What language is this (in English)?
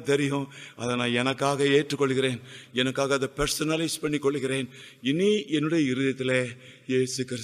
Tamil